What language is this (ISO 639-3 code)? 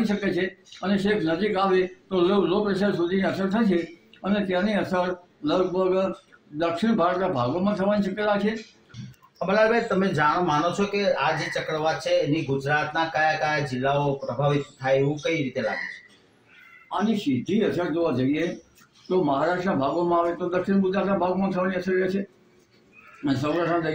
guj